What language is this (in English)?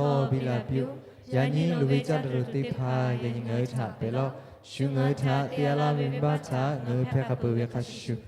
Lahu